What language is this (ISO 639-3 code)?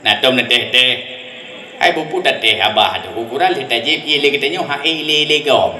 ace